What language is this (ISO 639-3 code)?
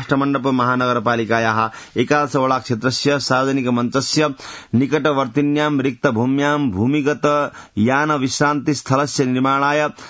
san